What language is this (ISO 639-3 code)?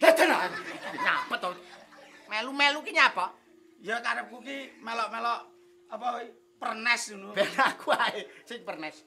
jav